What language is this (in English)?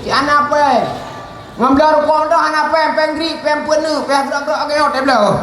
Achinese